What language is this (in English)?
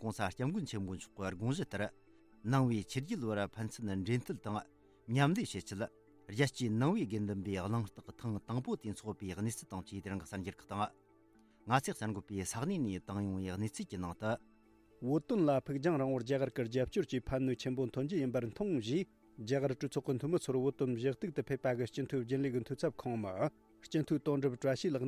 Tibetan